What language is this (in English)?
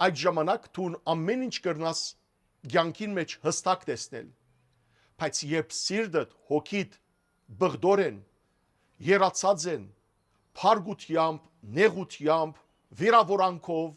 Western Armenian